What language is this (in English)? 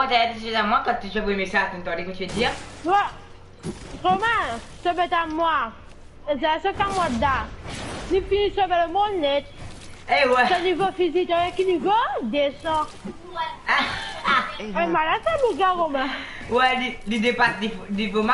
Morisyen